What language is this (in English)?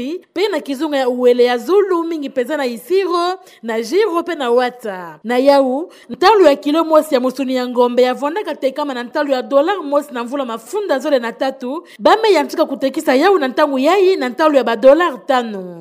Kituba (Democratic Republic of Congo)